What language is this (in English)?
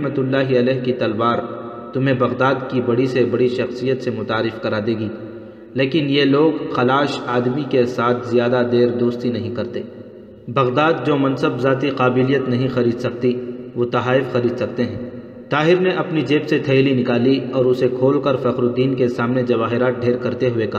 Urdu